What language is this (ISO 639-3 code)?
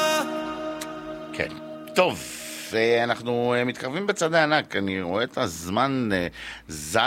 heb